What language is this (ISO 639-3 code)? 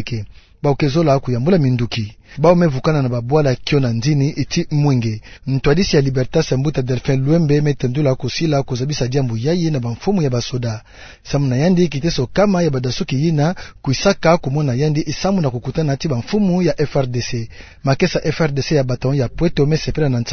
ktu